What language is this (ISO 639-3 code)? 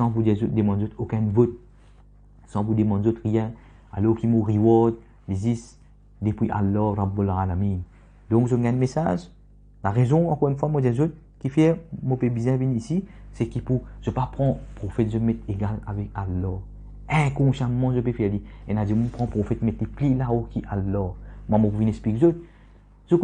mfe